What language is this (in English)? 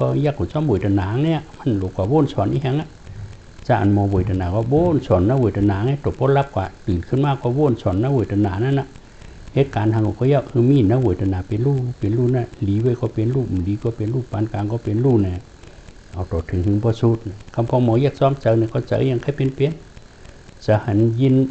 Shan